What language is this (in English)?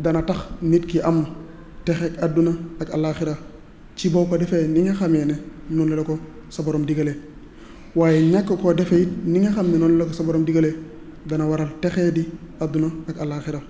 Wolof